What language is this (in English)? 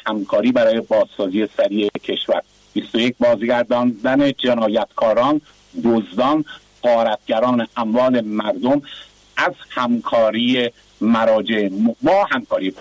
Persian